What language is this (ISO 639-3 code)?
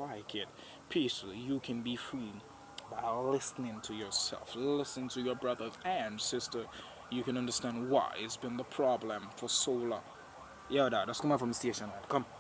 jam